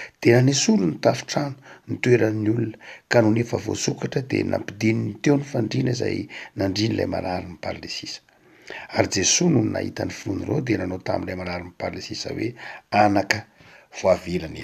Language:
Malagasy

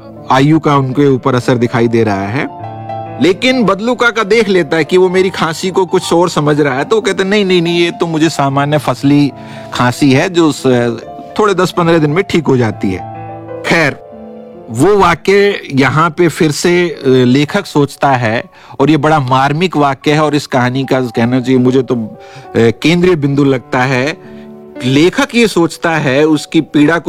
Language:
Hindi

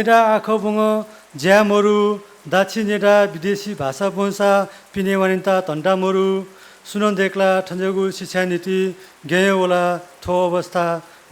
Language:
Newari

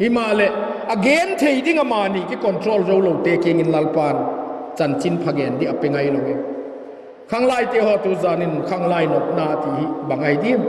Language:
Vaiphei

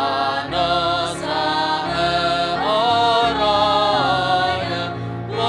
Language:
Nias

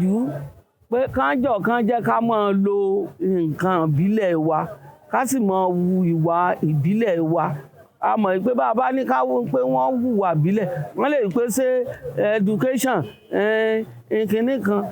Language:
Yoruba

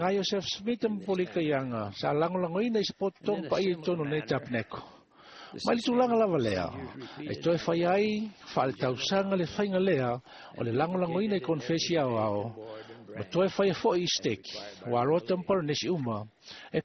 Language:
Samoan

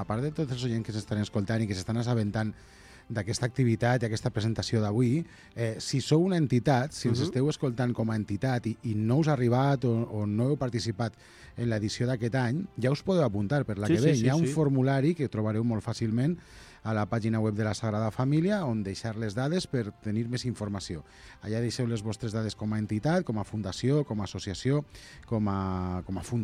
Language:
Catalan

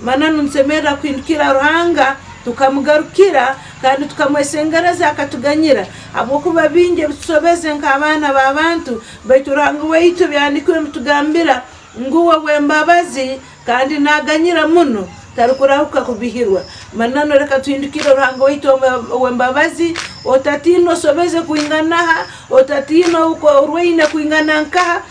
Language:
Nyankole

